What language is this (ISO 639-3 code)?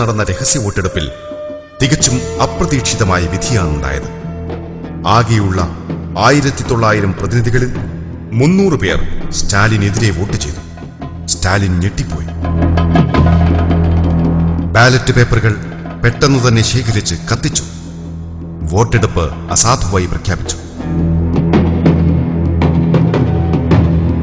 mal